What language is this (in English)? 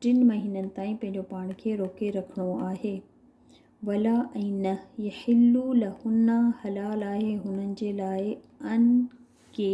Sindhi